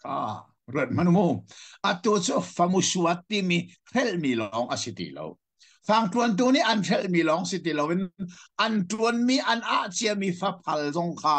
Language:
Hakha Chin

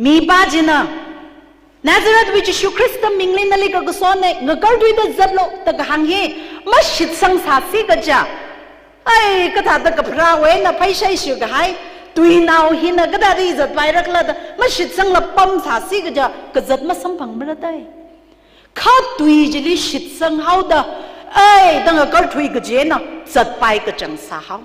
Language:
Tangkhul Naga (India)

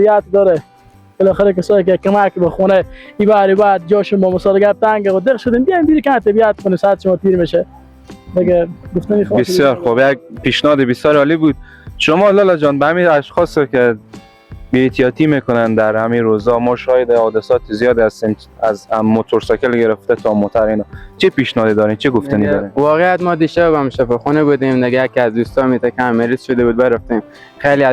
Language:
Persian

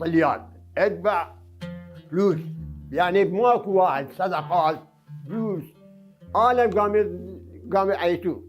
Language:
Mesopotamian Arabic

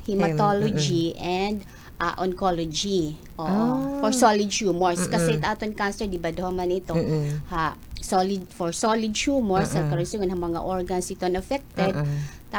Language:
Waray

